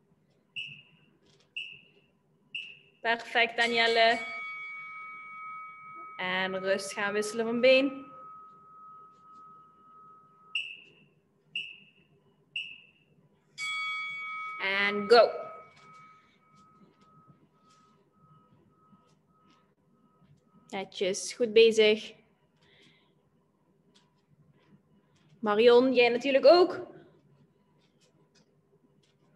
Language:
Dutch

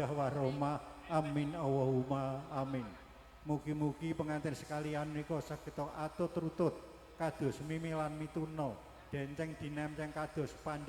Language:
Javanese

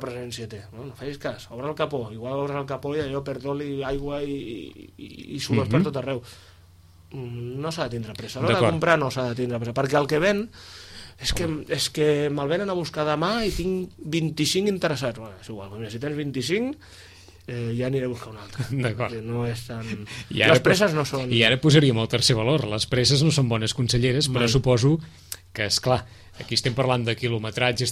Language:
Catalan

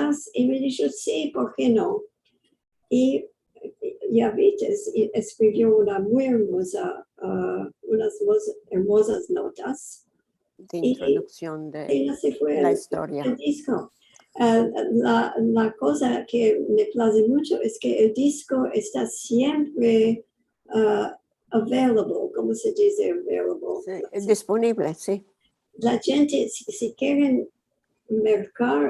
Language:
Ladino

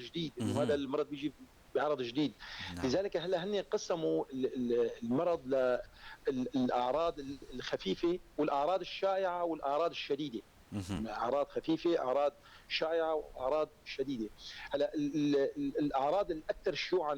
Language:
North Levantine Arabic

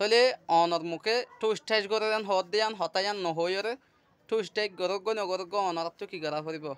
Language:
Rohingya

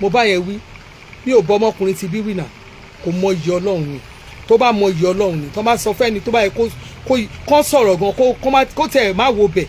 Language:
Yoruba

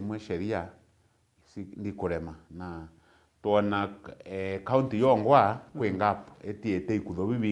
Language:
Meru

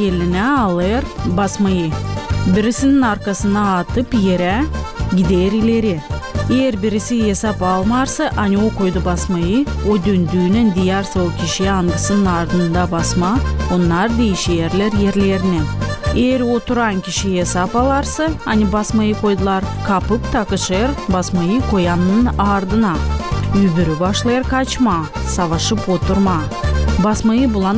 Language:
Gagauz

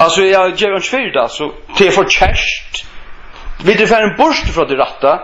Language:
Faroese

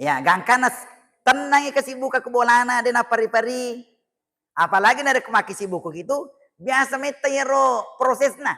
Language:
Buginese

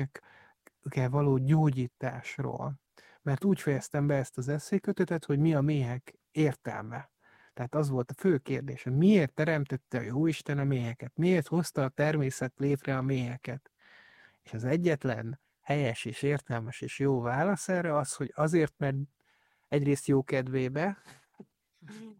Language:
Hungarian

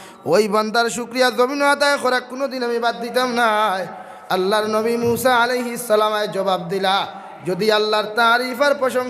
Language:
Sylheti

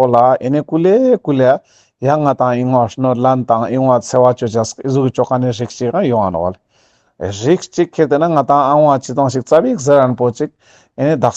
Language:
Ladakhi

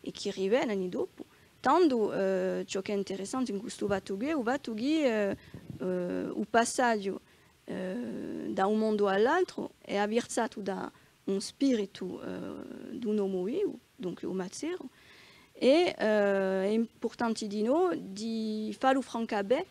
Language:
Corsican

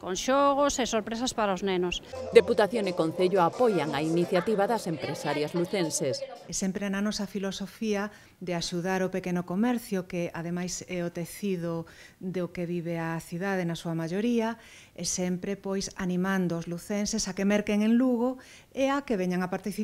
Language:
Galician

